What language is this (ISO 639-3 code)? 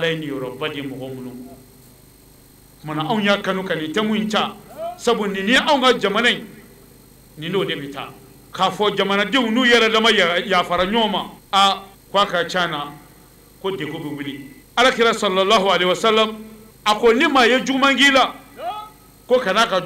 bam